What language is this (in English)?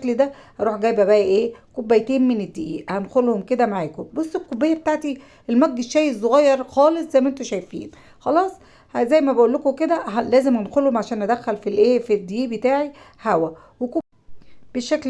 Egyptian Arabic